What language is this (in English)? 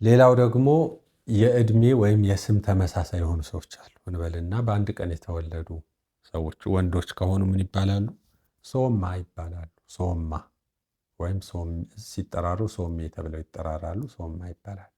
Amharic